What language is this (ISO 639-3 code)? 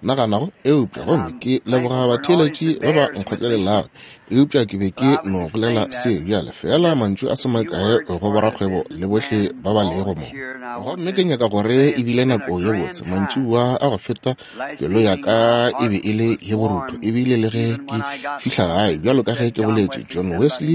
nso